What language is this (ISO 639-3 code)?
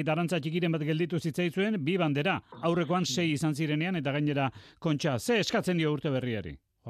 eus